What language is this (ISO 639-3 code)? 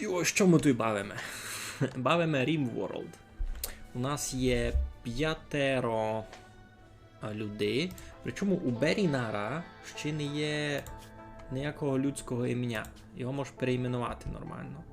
rue